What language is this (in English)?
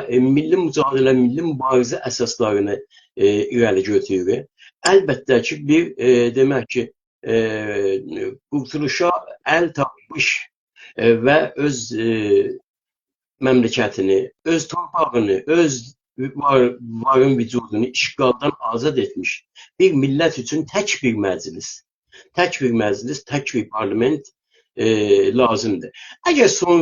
South Azerbaijani